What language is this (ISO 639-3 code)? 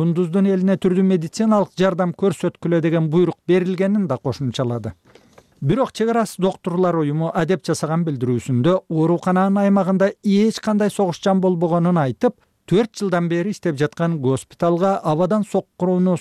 kir